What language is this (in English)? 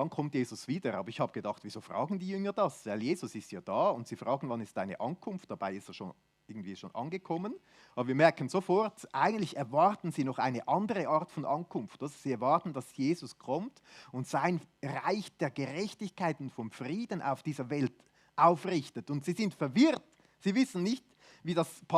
Swiss German